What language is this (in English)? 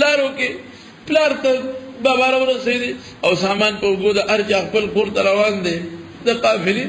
Pashto